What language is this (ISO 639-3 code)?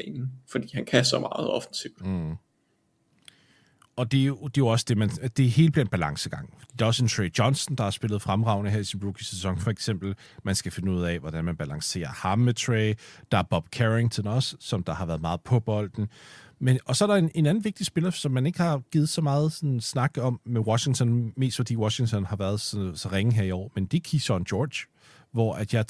dan